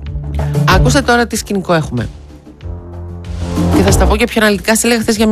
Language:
Greek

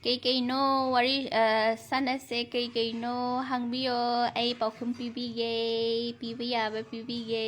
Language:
Manipuri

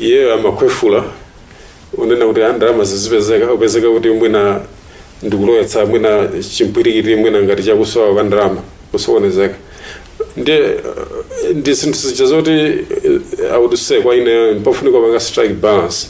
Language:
Nyanja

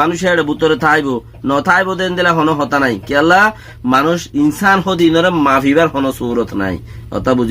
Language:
Rohingya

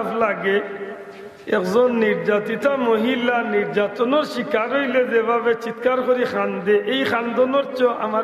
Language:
Sylheti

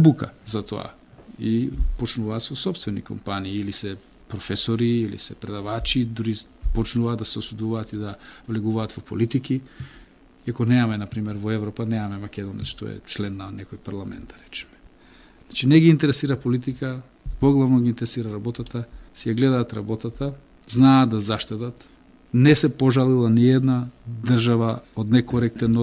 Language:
Macedonian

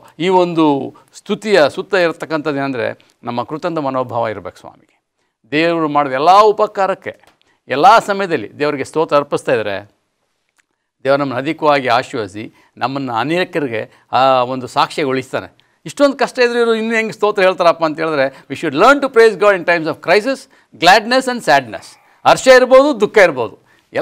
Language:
Kannada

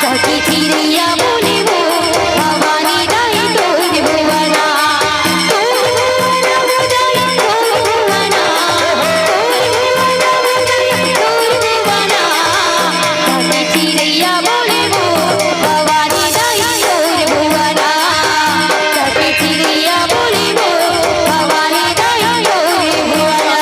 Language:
Chhattisgarhi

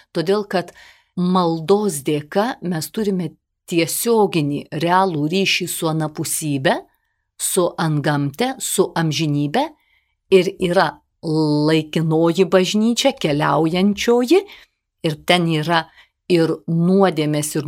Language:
Lithuanian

